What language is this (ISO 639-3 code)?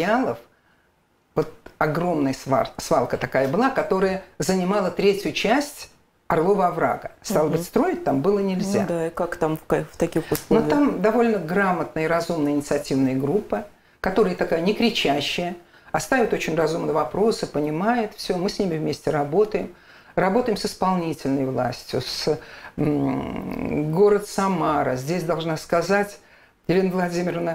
rus